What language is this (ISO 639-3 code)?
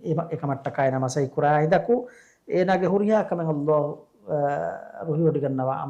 div